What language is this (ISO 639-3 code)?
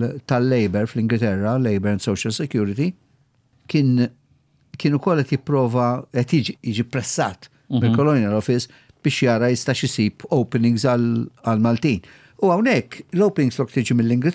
mlt